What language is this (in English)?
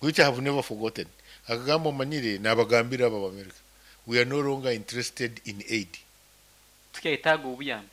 Nyankole